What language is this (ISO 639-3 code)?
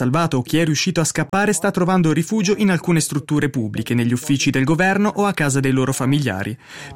ita